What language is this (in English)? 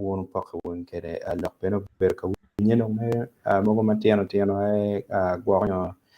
Acoli